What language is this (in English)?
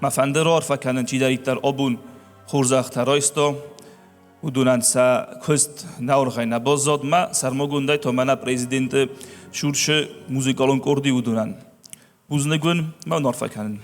Ossetic